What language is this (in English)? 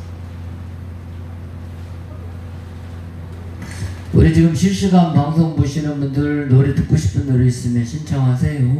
Korean